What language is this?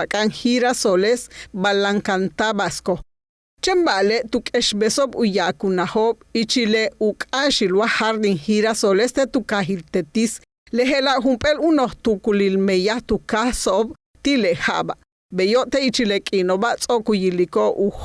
Yucateco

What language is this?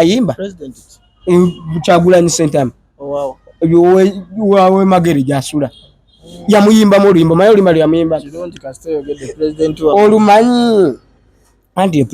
Ganda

